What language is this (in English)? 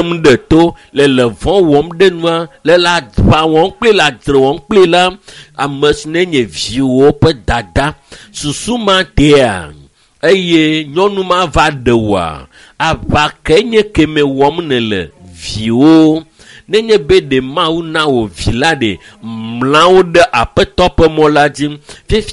Ewe